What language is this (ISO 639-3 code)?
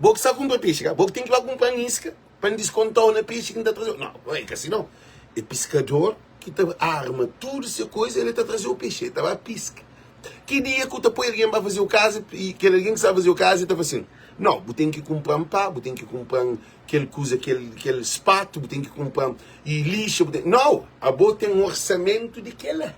kea